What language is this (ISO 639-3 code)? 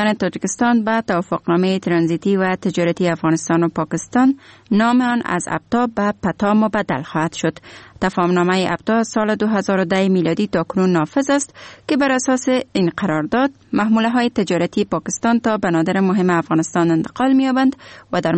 fas